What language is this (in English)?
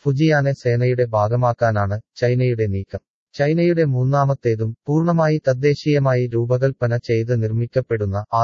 Malayalam